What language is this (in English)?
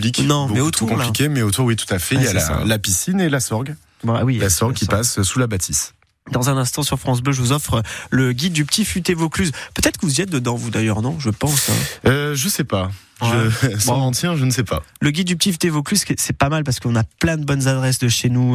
French